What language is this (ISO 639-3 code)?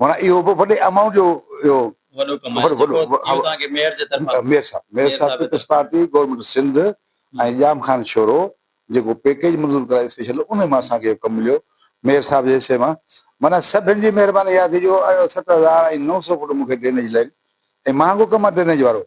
snd